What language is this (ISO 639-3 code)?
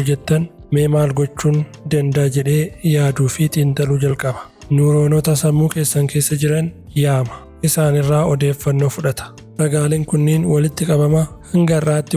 orm